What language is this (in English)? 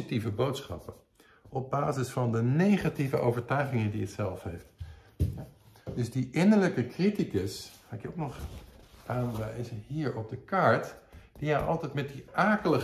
Dutch